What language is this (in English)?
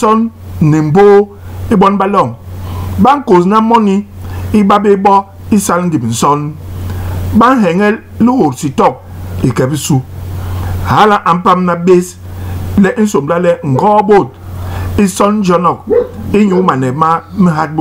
Basaa